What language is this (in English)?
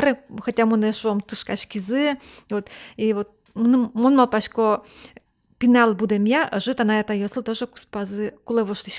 Udmurt